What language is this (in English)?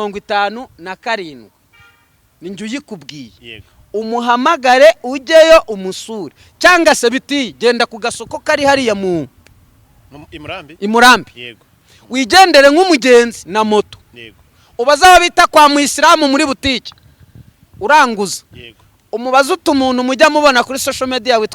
Kinyarwanda